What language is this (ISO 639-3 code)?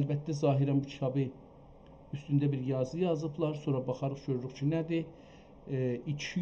azb